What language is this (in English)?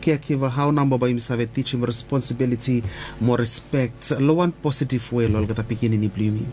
Bislama